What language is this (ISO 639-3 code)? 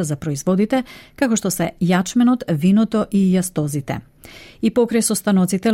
mkd